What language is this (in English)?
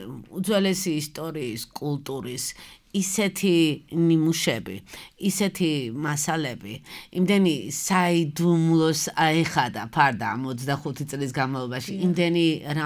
Georgian